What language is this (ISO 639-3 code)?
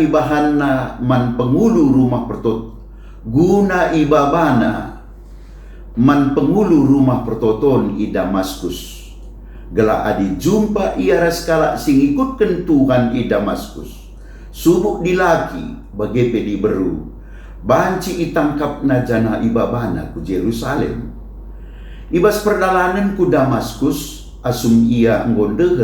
btx